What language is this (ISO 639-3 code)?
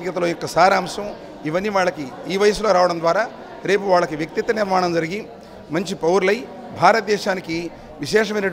tel